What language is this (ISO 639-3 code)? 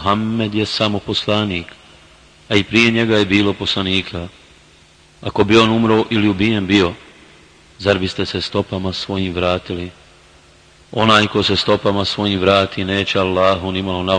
bos